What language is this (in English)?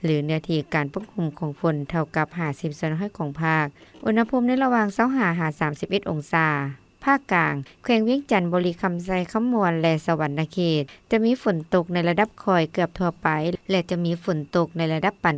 Lao